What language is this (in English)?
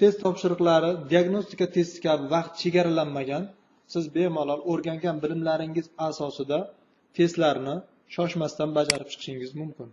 Uzbek